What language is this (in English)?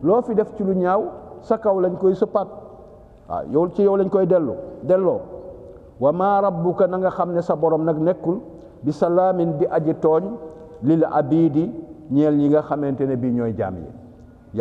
Wolof